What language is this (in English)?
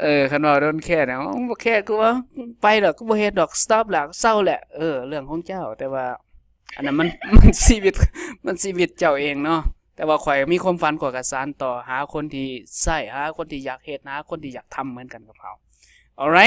Lao